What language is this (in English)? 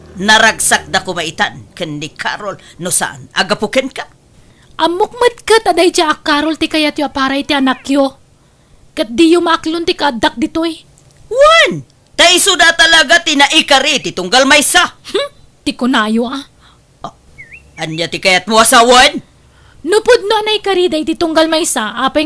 Iloko